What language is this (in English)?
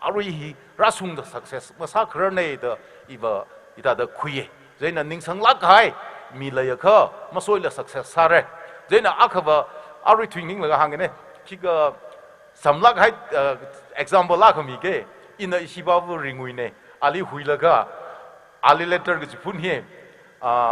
Tangkhul Naga (India)